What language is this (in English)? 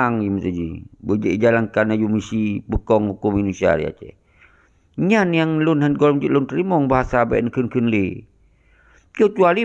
Achinese